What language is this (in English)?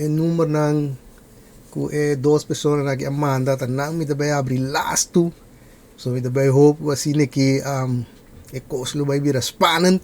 Papiamento